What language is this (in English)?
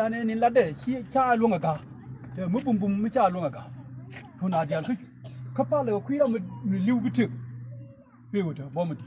Nuer